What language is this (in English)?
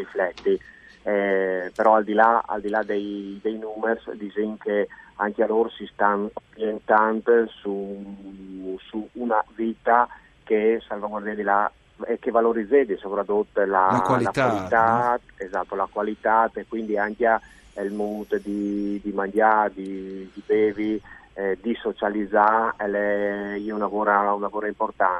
Friulian